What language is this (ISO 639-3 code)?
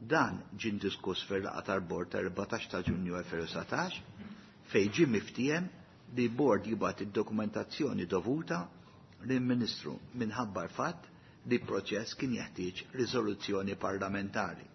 mlt